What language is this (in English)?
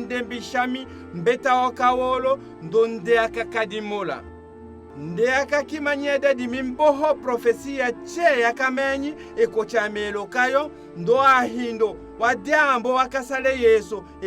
Tetela